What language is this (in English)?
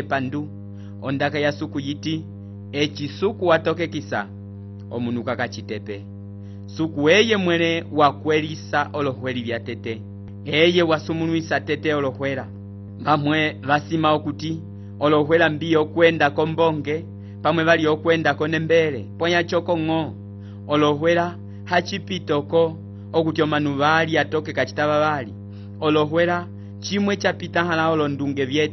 Umbundu